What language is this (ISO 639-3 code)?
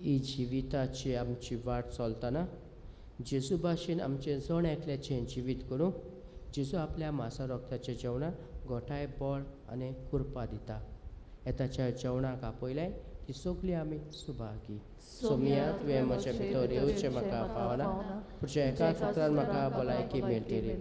kok